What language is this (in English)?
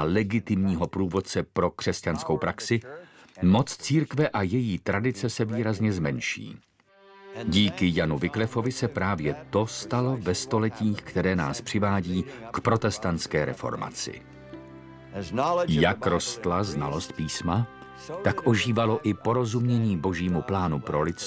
Czech